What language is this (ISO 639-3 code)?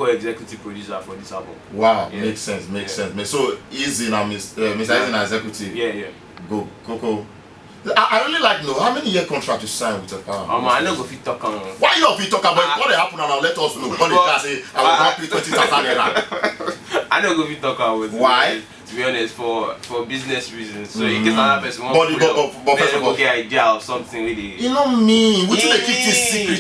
pcm